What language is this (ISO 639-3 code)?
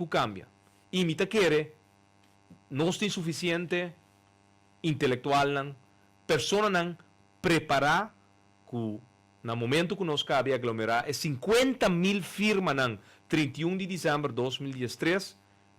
pap